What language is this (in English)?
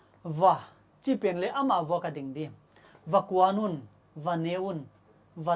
Paite Chin